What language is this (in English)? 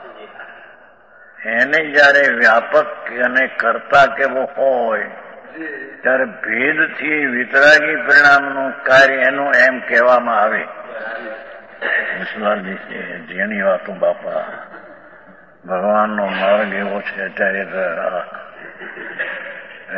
Gujarati